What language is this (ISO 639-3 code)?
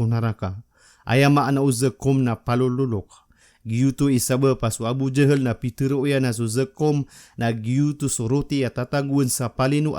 mrw